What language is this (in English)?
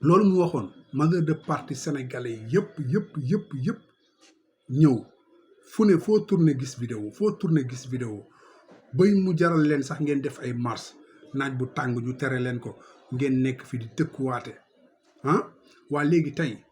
Wolof